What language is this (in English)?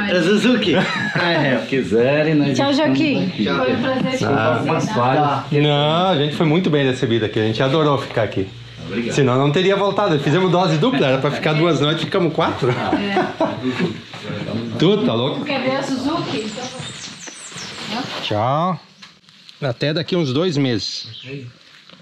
Portuguese